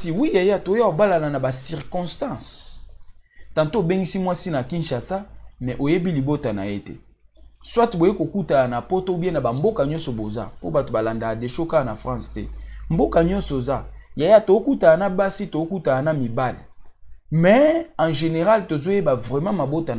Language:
Lingala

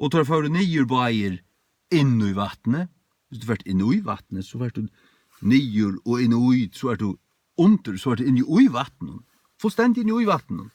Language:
Faroese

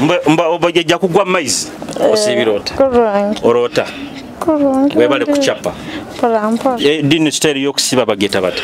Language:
Nyoro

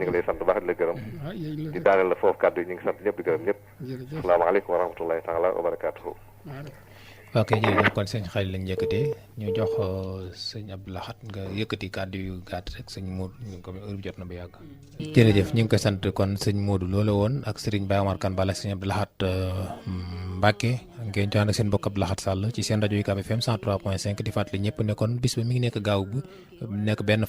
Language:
Wolof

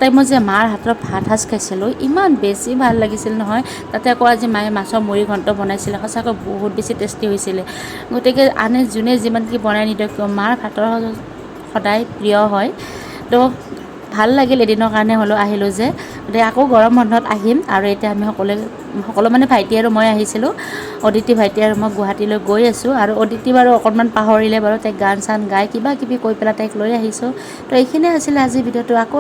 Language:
Assamese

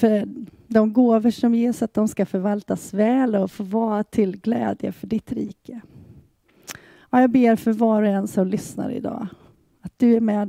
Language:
Swedish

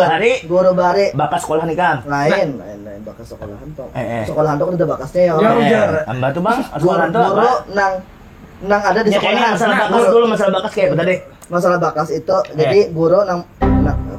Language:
Banjar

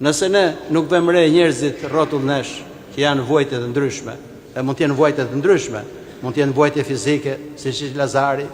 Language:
Albanian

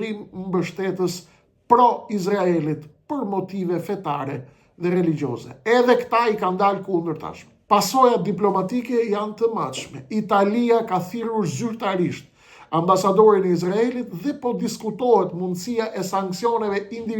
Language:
Albanian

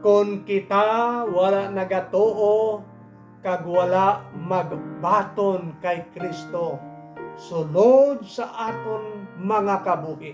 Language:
Hiligaynon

